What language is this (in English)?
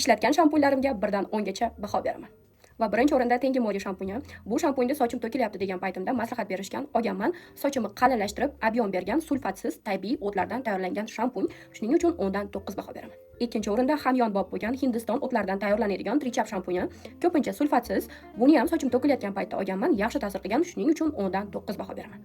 Uzbek